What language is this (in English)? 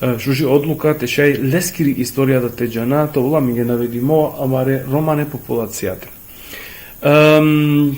Balkan Romani